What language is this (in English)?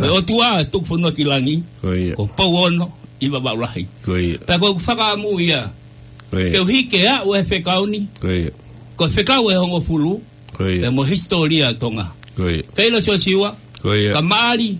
Tongan